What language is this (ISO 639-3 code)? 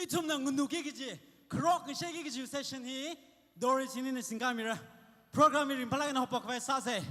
nmf